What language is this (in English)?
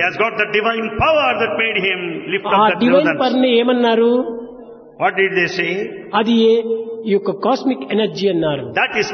Telugu